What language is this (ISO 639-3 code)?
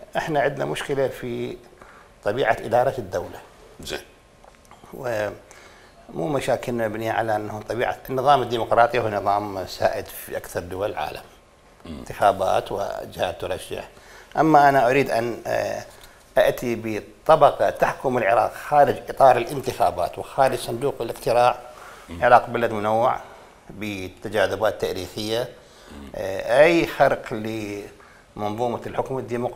acm